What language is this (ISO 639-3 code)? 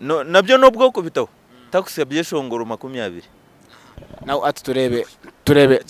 nyn